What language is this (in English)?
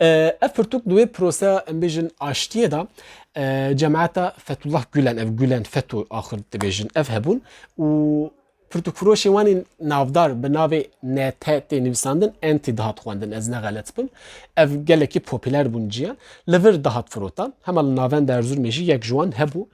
Kurdish